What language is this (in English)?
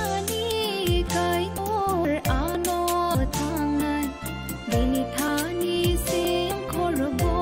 Kok Borok